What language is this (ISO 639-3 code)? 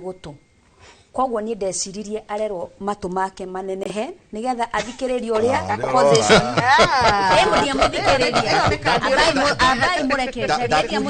kik